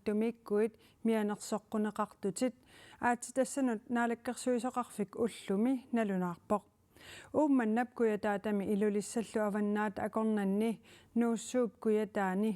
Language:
Kalaallisut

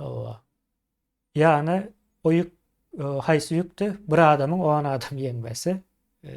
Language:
Turkmen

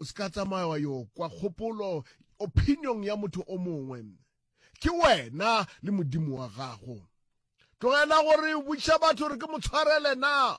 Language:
Northern Sotho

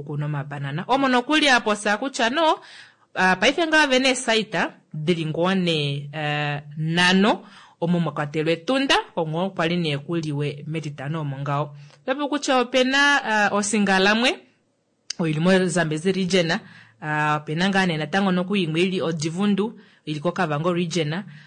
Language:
Kuanyama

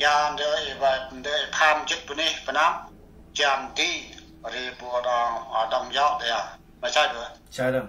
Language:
Central Mnong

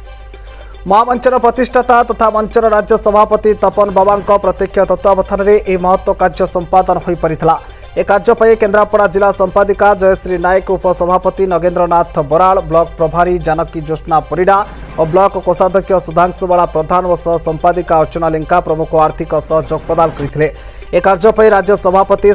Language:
Odia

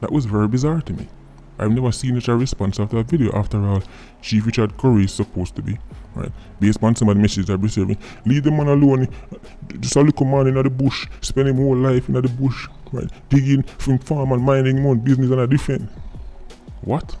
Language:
Jamaican Creole English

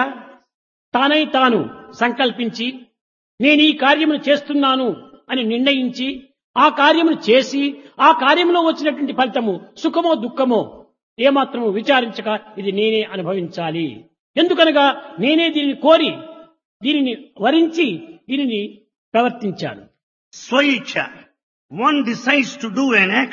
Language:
Telugu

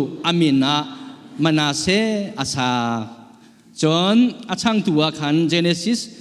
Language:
Hakha Chin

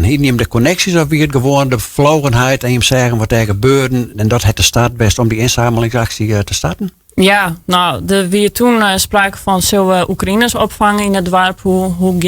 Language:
Western Frisian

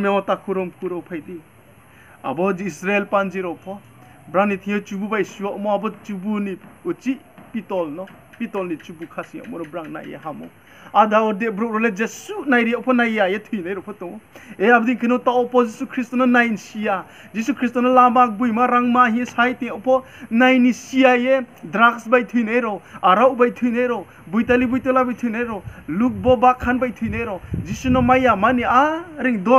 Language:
Riang (India)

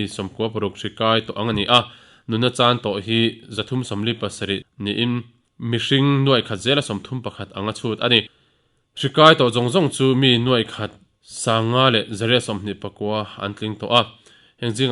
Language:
Mizo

